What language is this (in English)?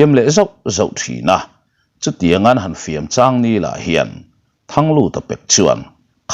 Mizo